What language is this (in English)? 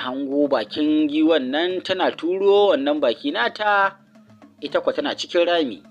Hausa